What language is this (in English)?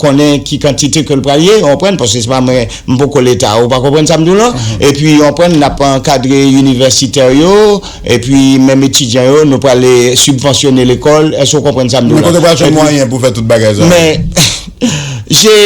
Haitian Creole